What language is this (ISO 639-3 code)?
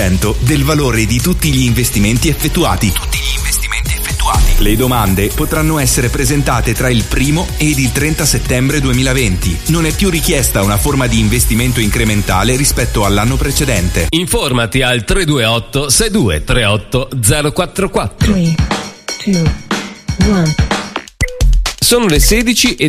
ita